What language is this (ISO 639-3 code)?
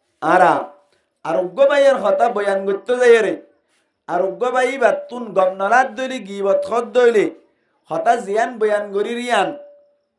rhg